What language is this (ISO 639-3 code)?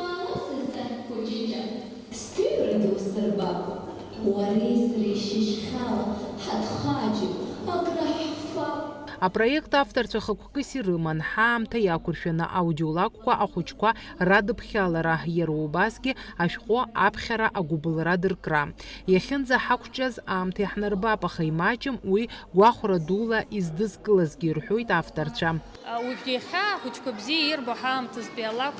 abk